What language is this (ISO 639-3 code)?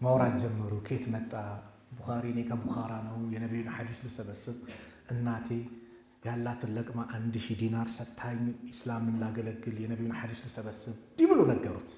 amh